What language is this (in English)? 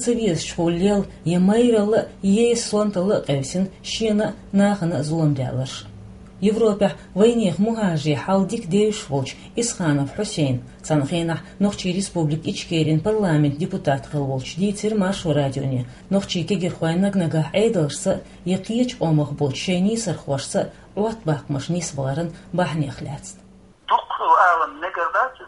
Chechen